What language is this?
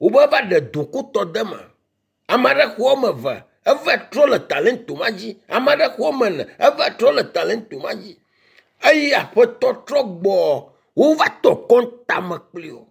Ewe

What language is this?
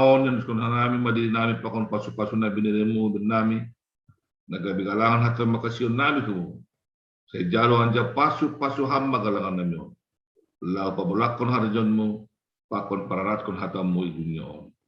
Batak Simalungun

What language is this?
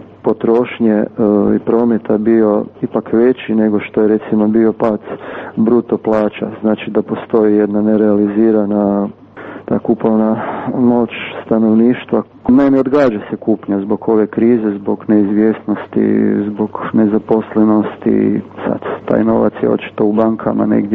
Croatian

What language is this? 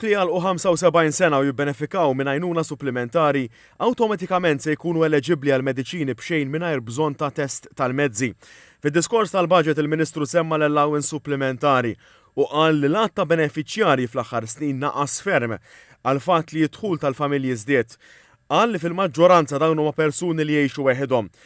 Maltese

